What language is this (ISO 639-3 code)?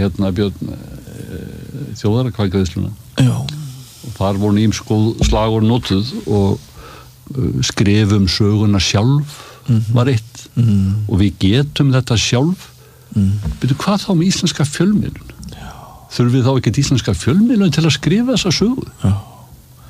isl